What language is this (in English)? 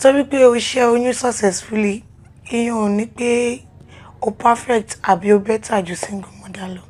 Yoruba